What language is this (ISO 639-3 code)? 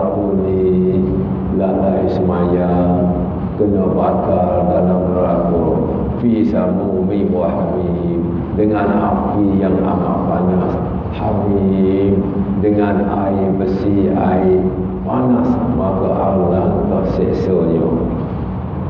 msa